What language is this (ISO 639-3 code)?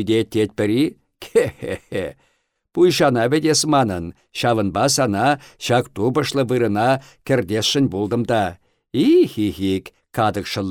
chv